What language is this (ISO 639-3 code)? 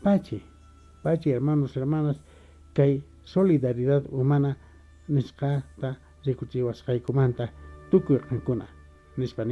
que